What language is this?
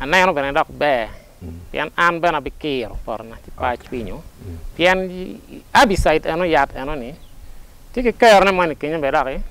Acoli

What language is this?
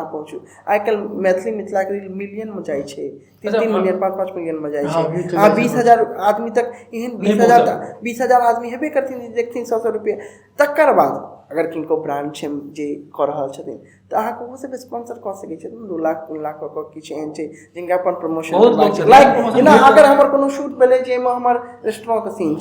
Maithili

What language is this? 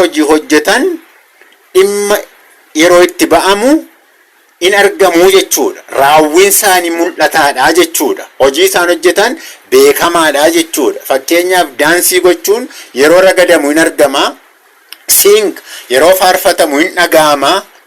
Oromo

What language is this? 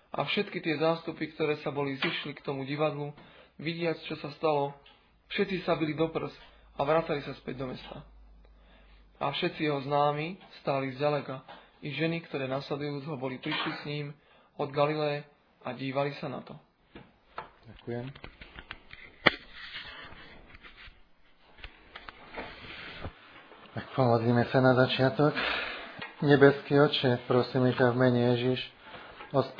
Slovak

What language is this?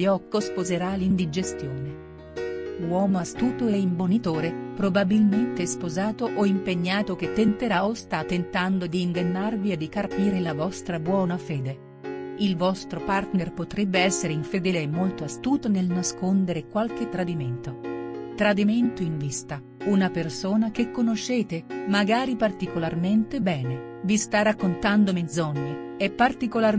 Italian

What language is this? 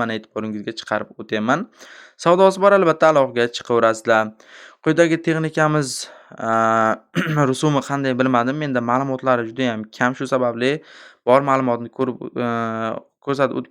Uzbek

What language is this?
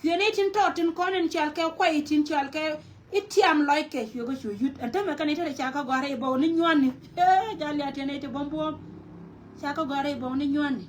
Nuer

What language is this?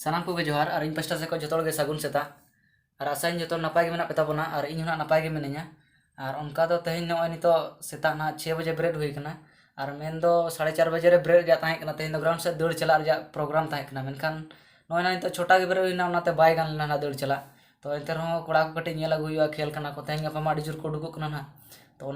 Santali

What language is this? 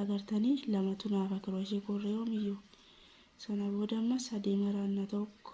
Oromo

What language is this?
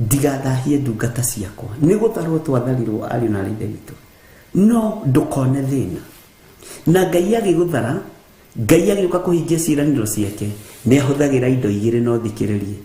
Kikuyu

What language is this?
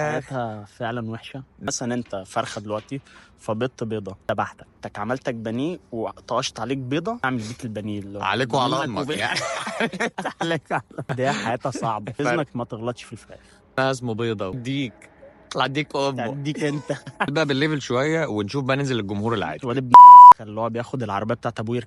Egyptian Arabic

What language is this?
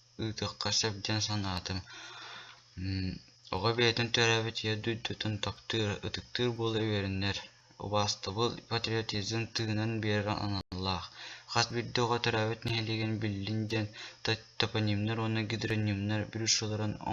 Yakut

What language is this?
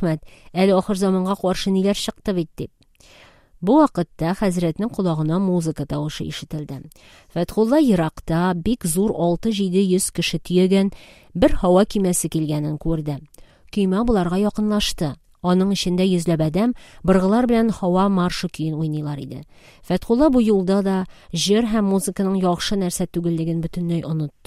Tatar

